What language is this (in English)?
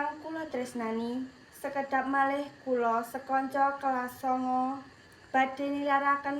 Javanese